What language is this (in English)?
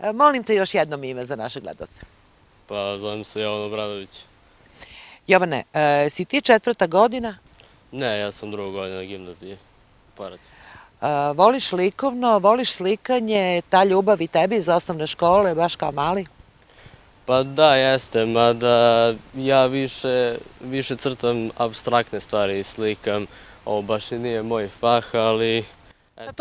Serbian